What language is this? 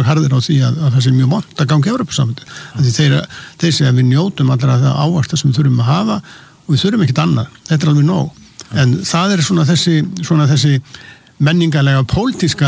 Icelandic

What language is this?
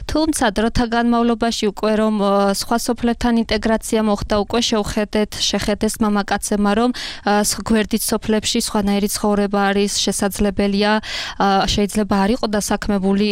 Georgian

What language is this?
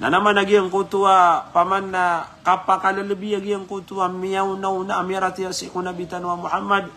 Maranao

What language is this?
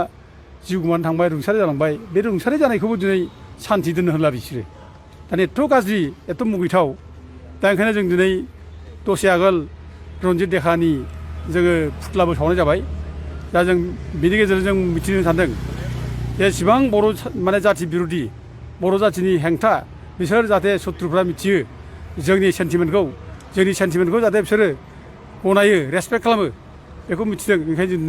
Bodo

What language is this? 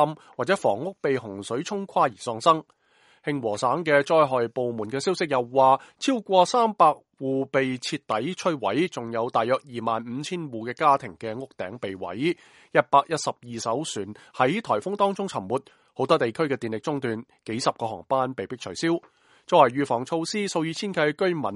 Cantonese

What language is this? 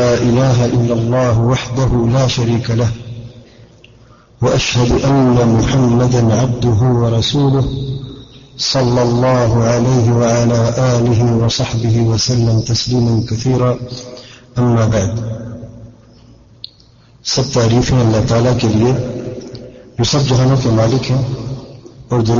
Urdu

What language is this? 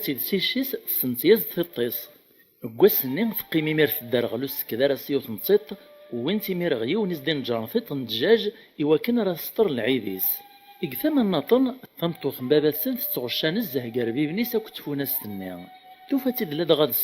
Kabyle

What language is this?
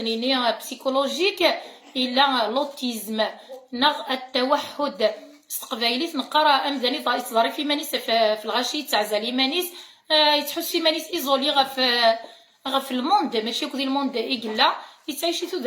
Kabyle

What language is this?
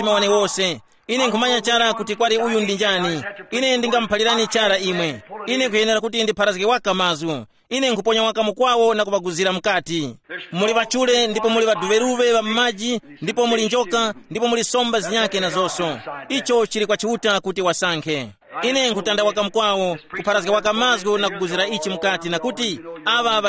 Tumbuka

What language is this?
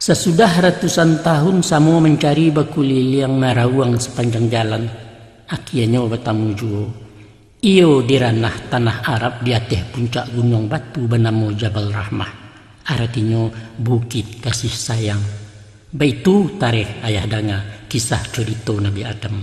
Minangkabau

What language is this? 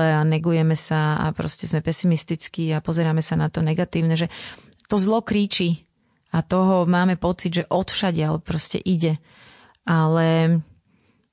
Slovak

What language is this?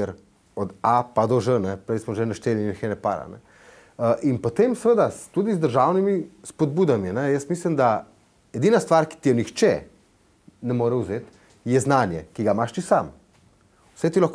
Slovenian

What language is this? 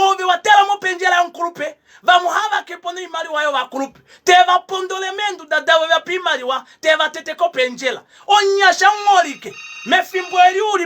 Kuanyama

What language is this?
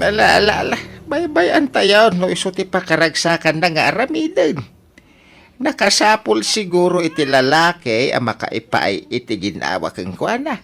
Iloko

